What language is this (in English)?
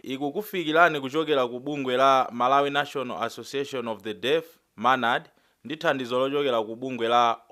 Nyanja